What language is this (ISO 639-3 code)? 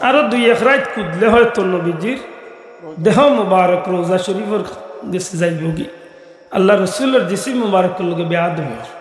syl